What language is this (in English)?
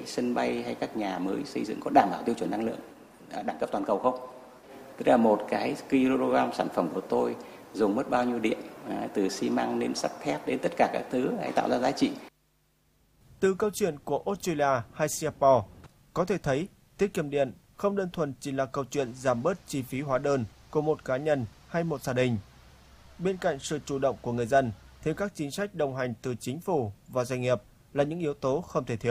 Vietnamese